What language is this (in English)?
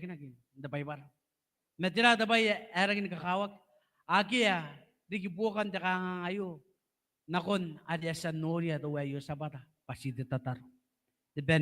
Gilbertese